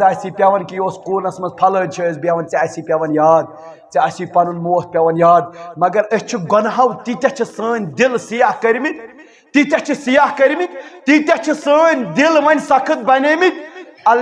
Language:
Kashmiri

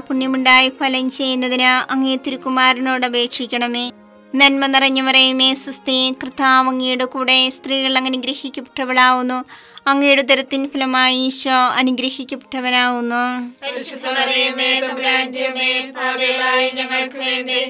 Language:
Malayalam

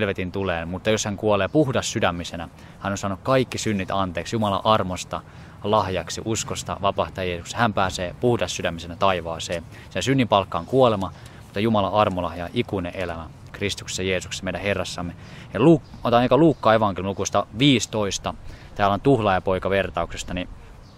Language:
Finnish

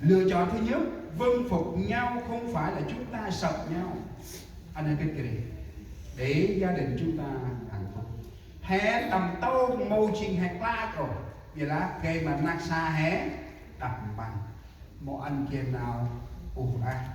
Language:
Central Mnong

